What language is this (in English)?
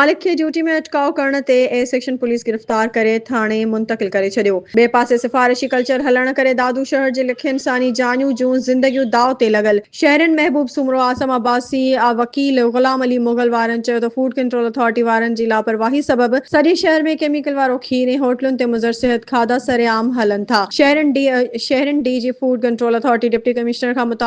Sindhi